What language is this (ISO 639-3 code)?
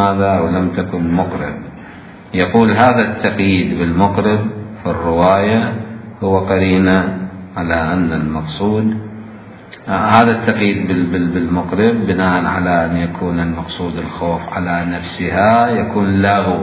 acm